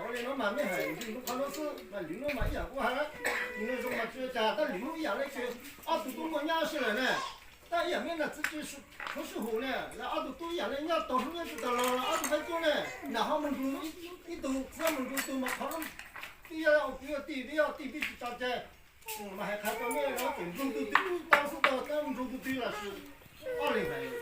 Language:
Hmong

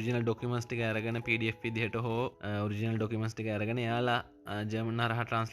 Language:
Sinhala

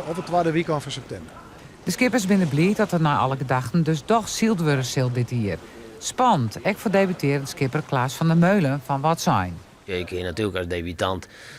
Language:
Western Frisian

